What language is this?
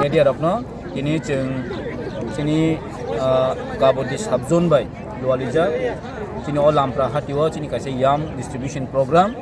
Kok Borok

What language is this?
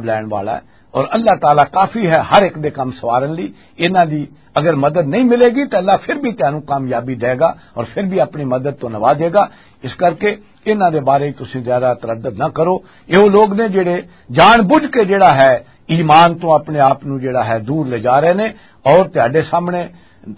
Western Panjabi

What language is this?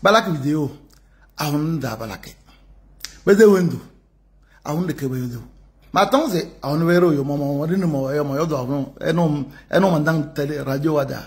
Kabiyè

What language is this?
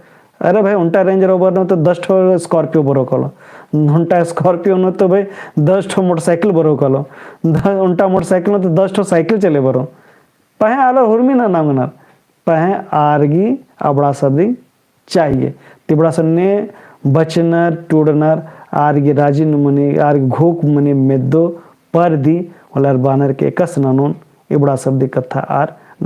Kurukh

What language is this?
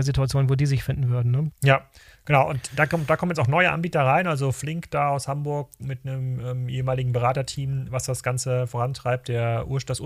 German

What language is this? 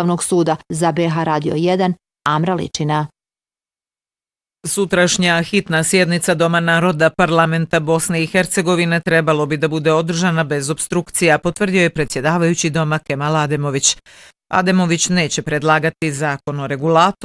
Bosnian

